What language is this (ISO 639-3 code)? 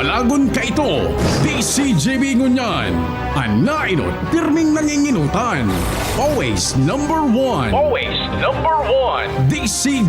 bik